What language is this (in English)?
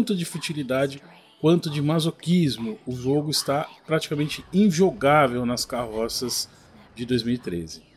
Portuguese